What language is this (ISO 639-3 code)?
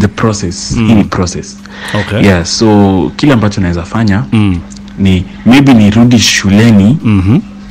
swa